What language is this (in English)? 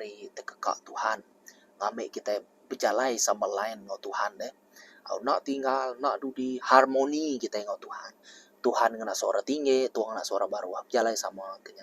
Iban